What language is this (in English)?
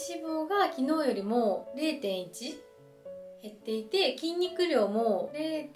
Japanese